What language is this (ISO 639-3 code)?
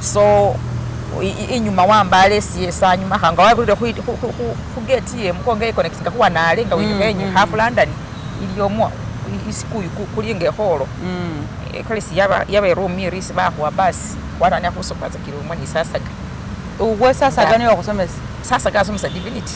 myx